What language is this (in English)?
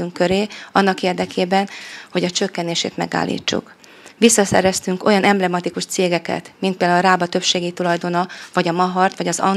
Hungarian